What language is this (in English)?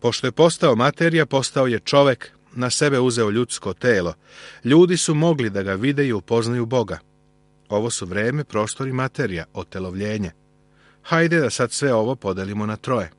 Serbian